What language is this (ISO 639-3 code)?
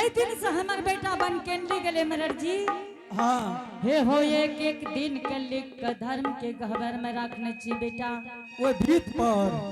anp